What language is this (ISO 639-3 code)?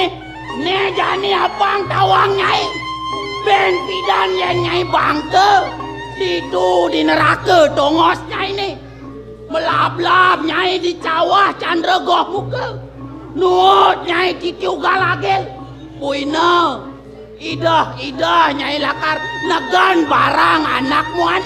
ban